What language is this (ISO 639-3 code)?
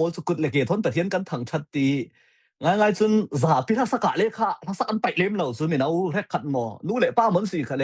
cfm